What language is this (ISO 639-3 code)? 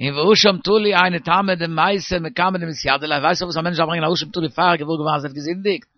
yid